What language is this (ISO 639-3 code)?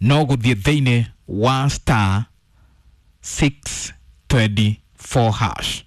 kik